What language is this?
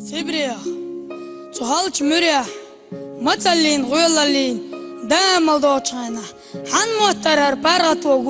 Chechen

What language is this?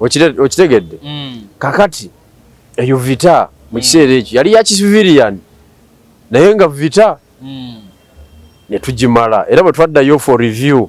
Ganda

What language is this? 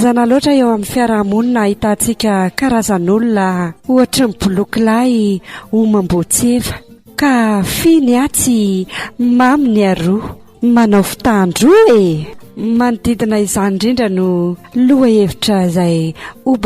Malagasy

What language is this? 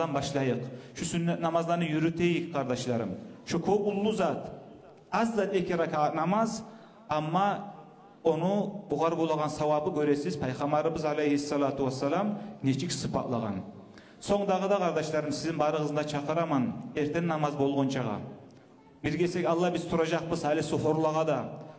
Kumyk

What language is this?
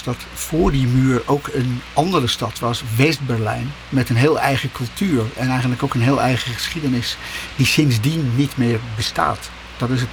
Dutch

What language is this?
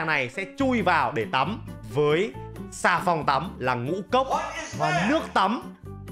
Vietnamese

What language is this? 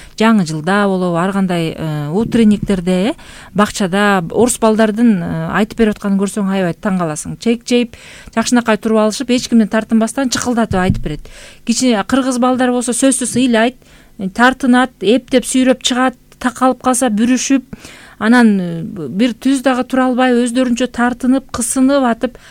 Kyrgyz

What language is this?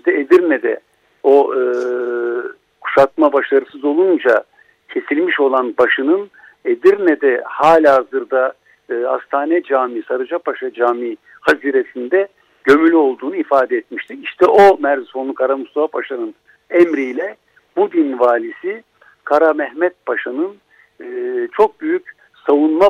Turkish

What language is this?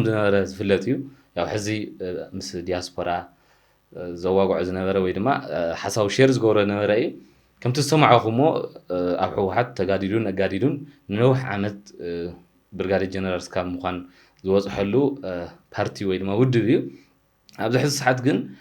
Tigrinya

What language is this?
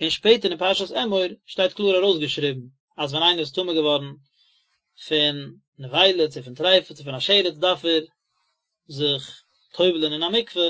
Yiddish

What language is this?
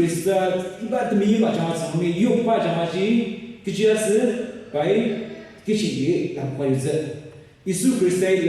Ao Naga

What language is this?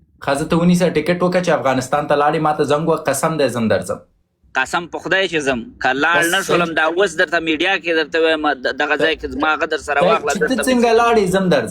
Pashto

